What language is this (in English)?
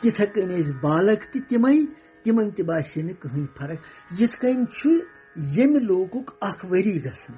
Kashmiri